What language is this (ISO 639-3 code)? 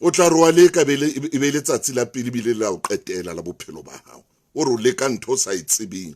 sot